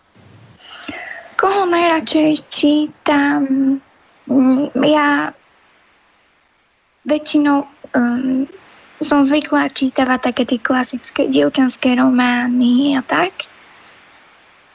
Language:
Slovak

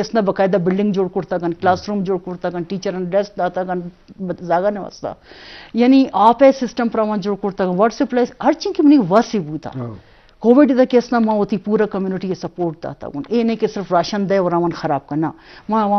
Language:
Eastern Balochi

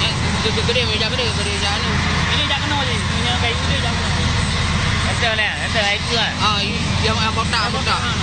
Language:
Achinese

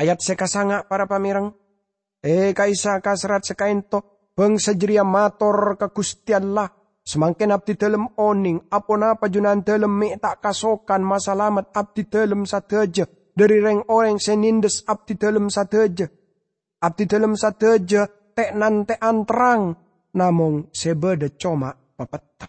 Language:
Madurese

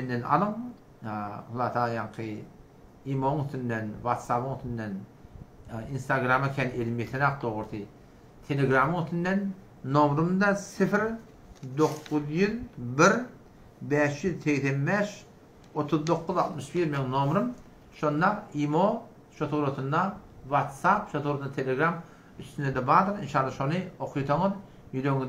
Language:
Turkmen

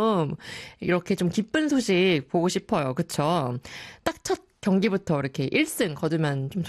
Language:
Korean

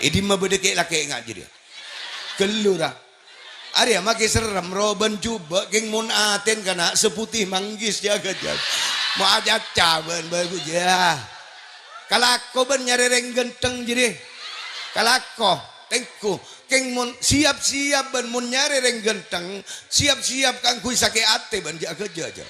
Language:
Madurese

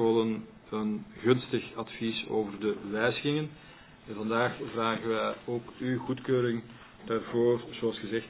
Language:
Dutch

